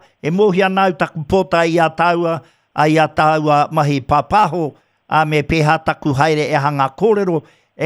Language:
Māori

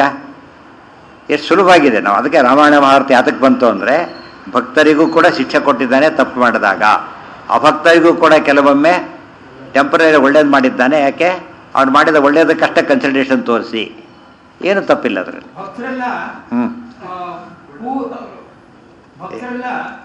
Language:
Kannada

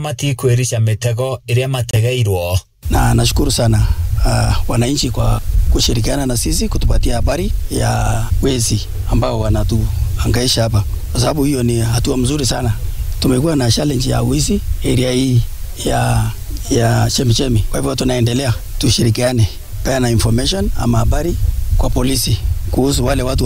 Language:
Kikuyu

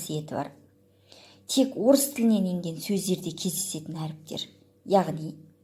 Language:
Kazakh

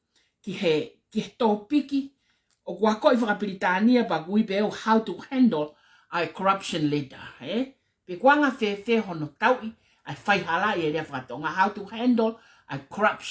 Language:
Tongan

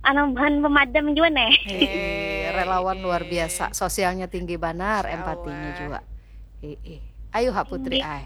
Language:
Banjar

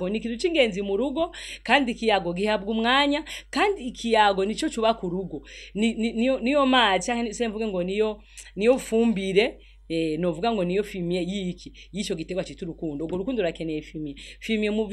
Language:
Rundi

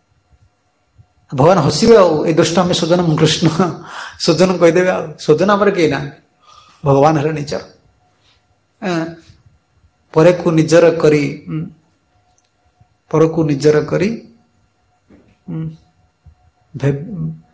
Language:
Odia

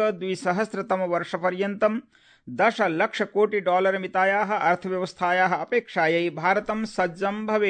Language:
Sanskrit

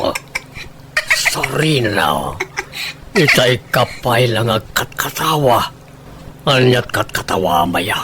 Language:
Iloko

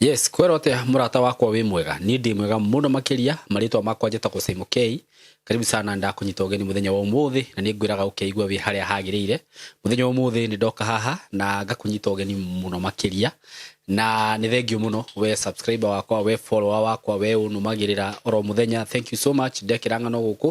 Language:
Kikuyu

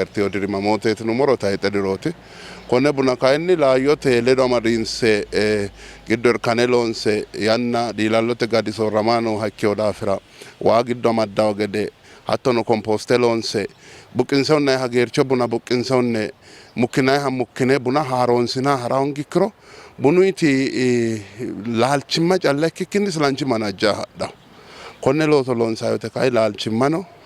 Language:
Sidamo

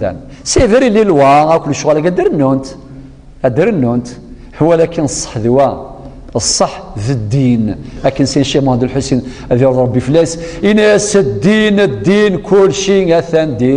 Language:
Kabyle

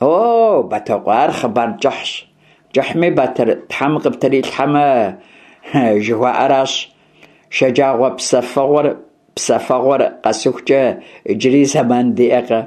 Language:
Kabardian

